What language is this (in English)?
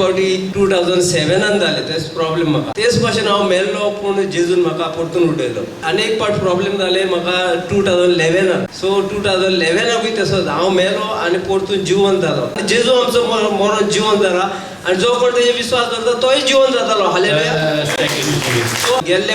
Konkani